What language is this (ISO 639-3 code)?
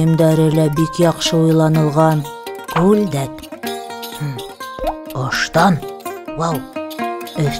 bak